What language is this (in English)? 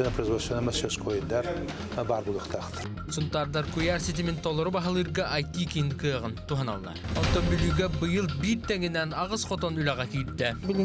Yakut